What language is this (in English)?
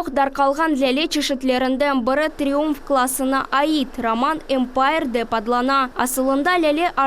Crimean Tatar